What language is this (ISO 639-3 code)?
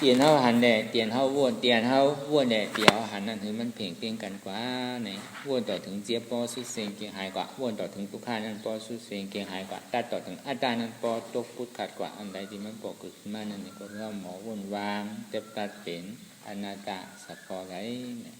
shn